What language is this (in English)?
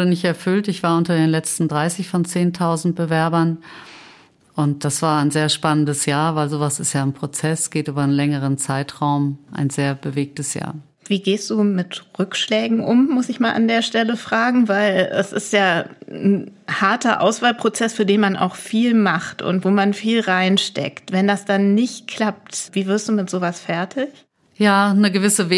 German